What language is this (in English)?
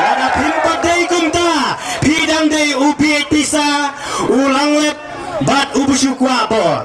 Khasi